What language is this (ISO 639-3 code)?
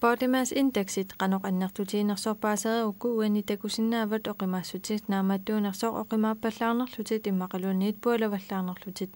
kal